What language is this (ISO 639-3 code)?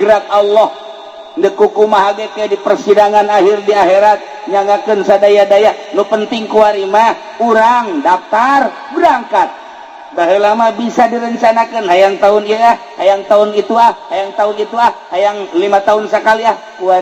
sun